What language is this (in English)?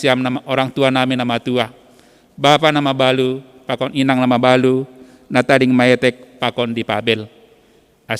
Batak Simalungun